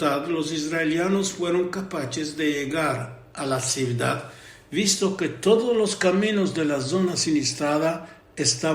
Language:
Ladino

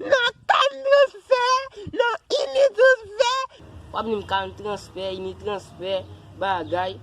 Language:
Haitian Creole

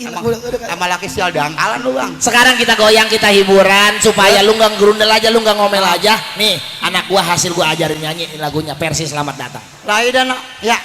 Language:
Betawi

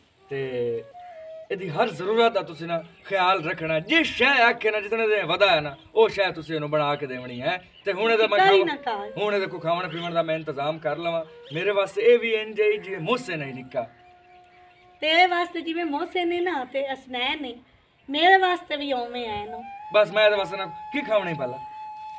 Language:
Punjabi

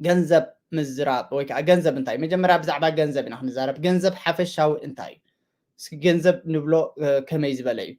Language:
Tigrinya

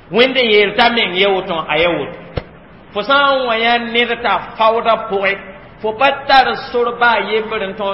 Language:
Mossi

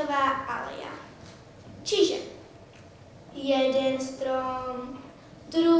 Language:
Slovak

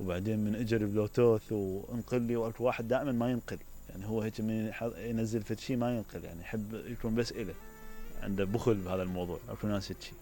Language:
Mesopotamian Arabic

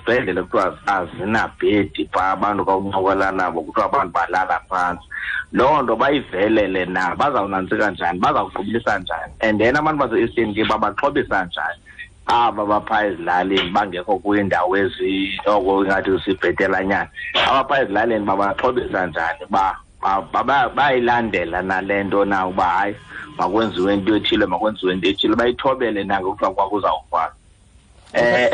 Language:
Xhosa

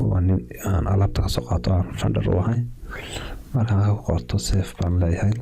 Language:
Somali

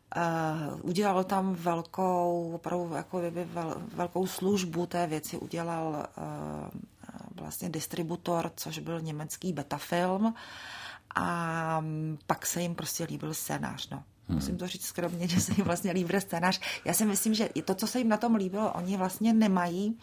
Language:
Czech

